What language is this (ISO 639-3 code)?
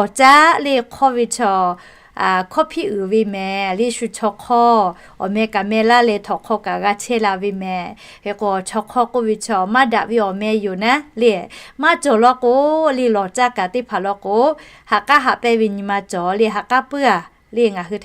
lhu